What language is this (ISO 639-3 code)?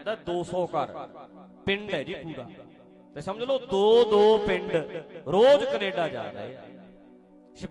pan